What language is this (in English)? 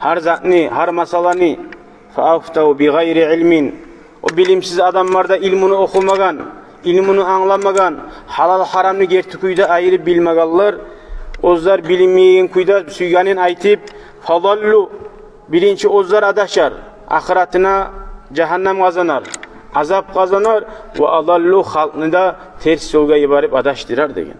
Kumyk